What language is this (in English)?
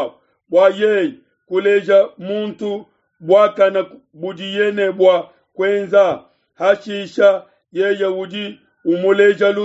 Luba-Lulua